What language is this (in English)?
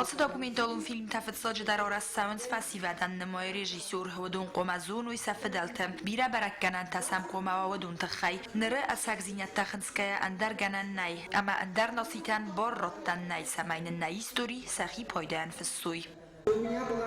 Ossetic